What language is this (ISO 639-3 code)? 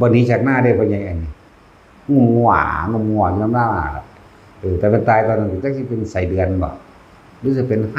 tts